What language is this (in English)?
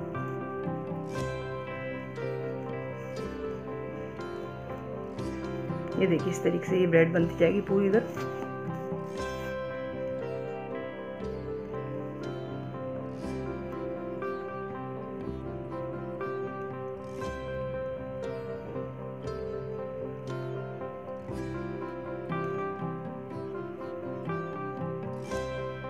Hindi